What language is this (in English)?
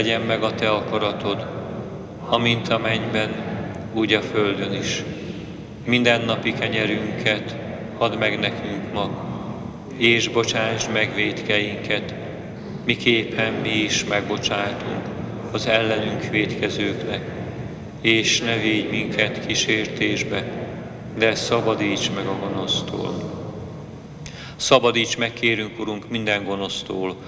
Hungarian